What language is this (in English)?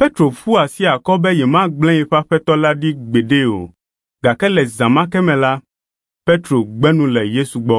Ewe